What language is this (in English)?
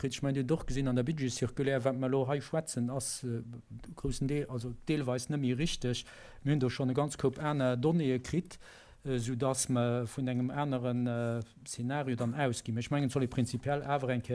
Luxembourgish